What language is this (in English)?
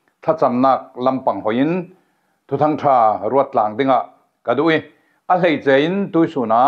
Falam Chin